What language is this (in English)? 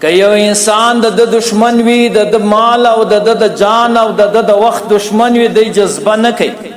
Pashto